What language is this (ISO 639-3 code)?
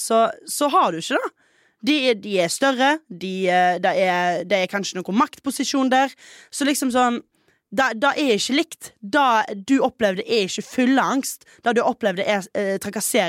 nor